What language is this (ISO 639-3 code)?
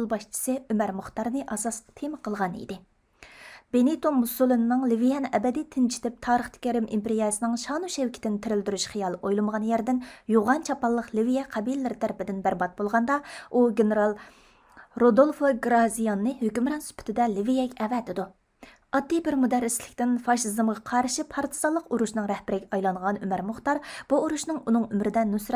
uig